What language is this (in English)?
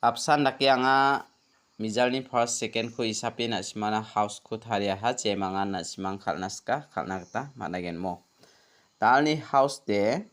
Garo